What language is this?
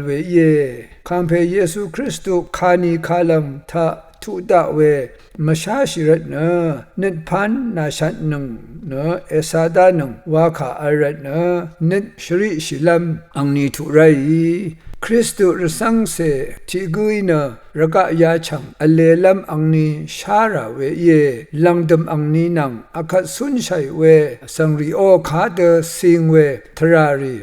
Rawang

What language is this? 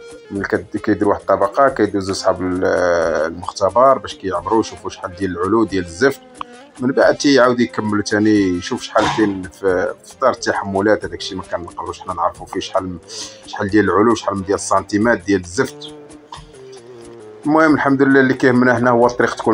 Moroccan Arabic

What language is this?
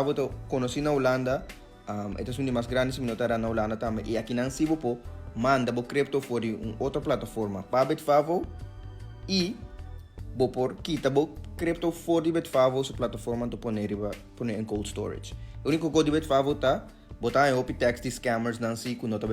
Papiamento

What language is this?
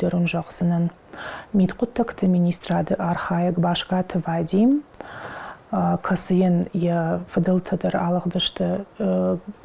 Ossetic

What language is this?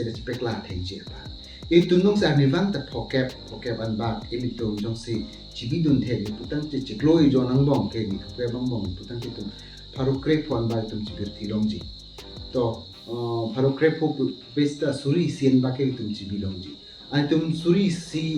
Karbi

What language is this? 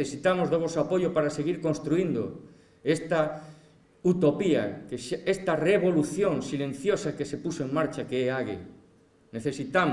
Galician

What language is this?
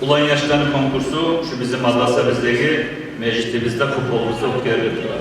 Kumyk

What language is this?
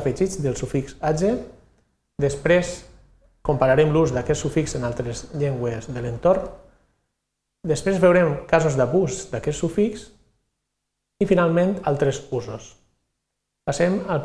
Catalan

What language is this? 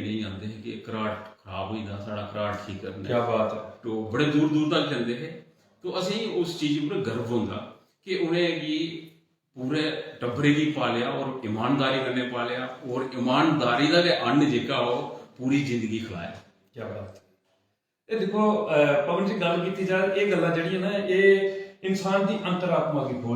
Dogri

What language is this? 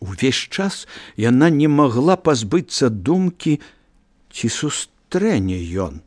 Belarusian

